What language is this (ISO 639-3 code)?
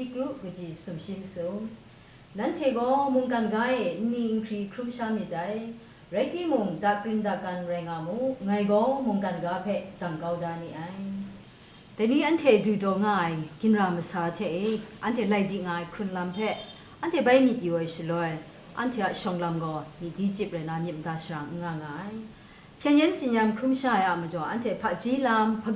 kac